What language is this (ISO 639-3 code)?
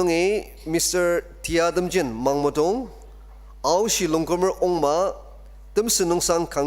njo